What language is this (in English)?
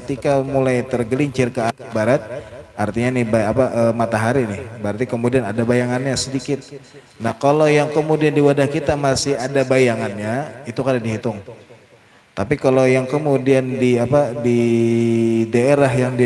Banjar